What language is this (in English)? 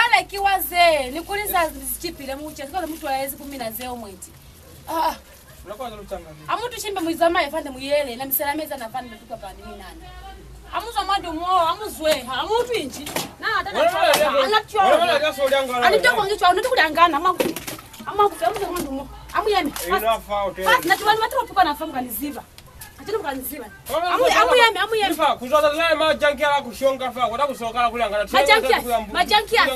Lozi